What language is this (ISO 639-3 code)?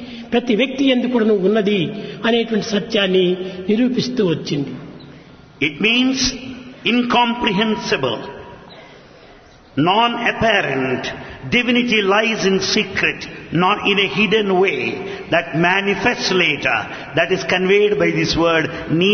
tel